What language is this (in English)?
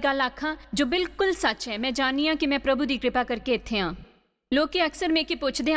Dogri